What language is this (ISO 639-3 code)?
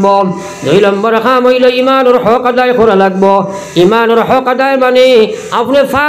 syl